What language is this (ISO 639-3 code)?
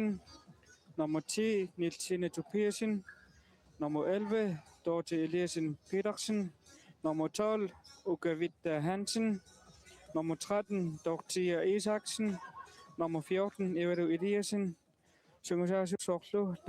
kal